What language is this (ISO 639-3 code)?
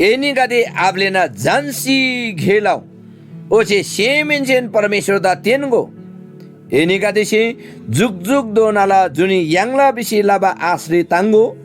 taj